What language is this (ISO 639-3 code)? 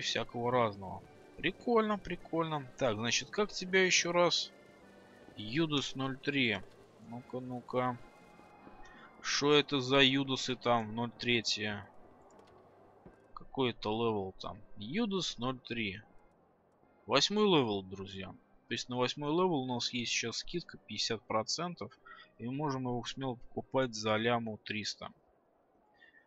rus